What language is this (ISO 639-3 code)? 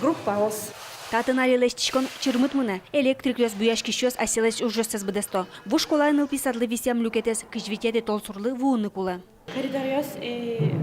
udm